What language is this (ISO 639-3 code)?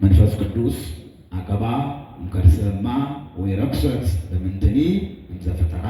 amh